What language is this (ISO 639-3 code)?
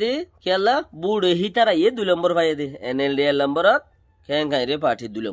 rhg